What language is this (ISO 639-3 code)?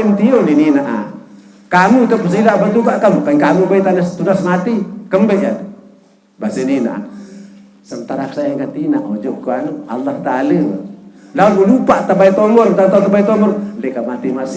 sas